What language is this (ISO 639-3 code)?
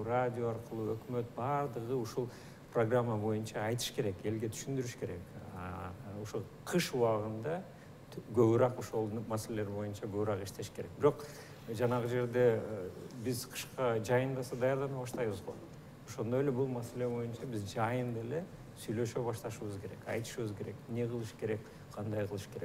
kir